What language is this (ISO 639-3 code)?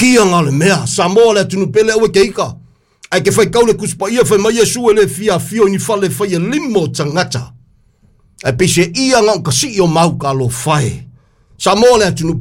smo